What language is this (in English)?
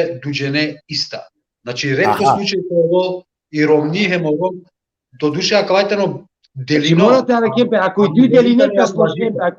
Balkan Romani